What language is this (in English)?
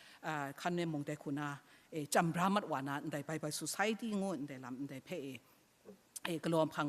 Kachin